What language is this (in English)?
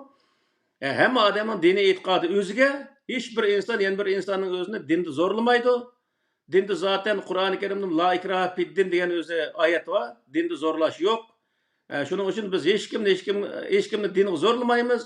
Uyghur